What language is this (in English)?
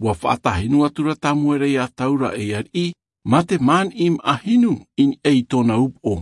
Tahitian